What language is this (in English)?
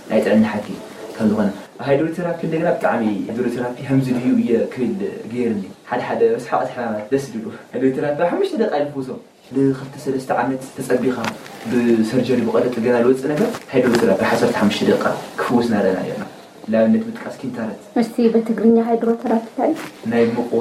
Tigrinya